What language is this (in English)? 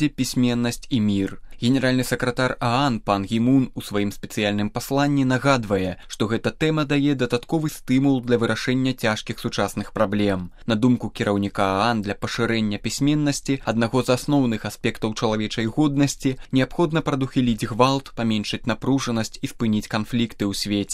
Belarusian